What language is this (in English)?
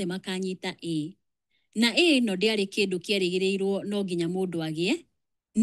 Kikuyu